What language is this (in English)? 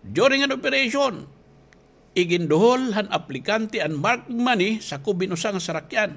Waray